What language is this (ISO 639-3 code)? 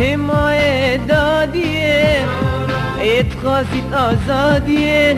kur